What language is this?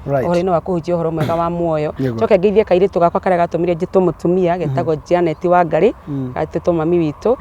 Kikuyu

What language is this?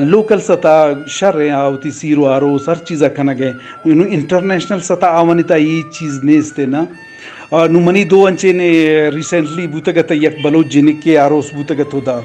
Eastern Balochi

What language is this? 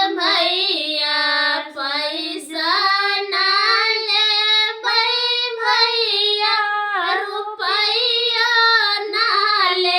Maithili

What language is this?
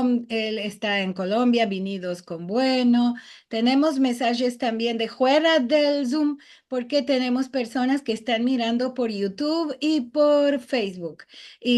Ladino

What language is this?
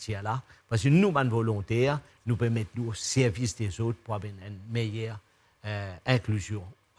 Morisyen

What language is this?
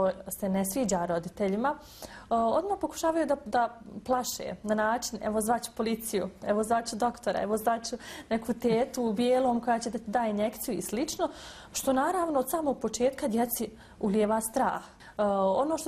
Bosnian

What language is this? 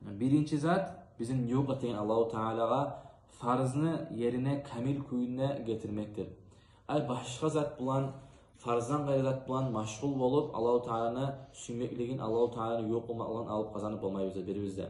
Kumyk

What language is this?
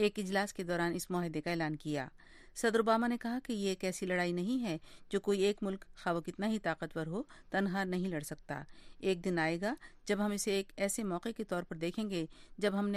Urdu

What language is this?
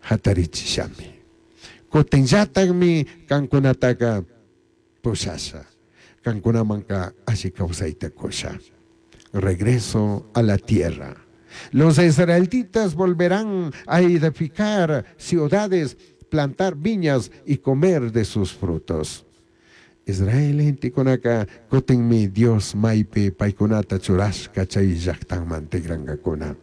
Chimborazo Highland Quichua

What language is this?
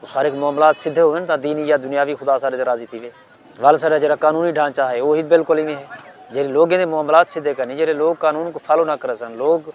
Saraiki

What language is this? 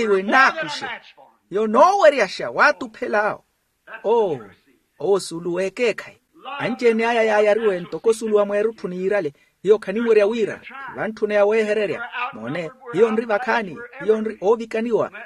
Makhuwa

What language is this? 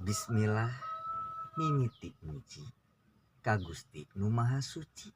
Sundanese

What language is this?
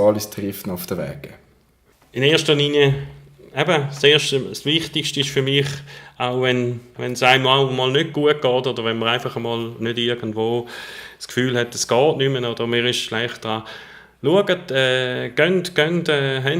Swiss German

